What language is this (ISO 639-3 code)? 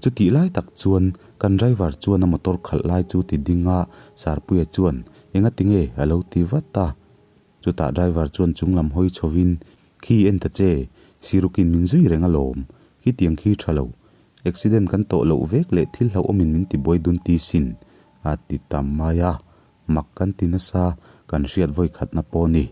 lus